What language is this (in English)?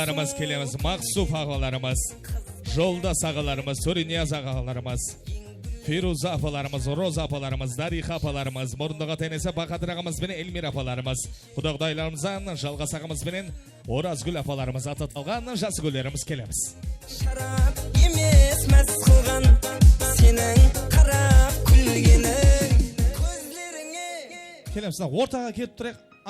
Kara-Kalpak